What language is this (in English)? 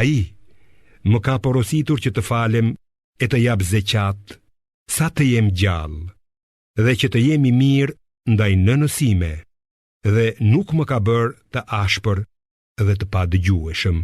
Albanian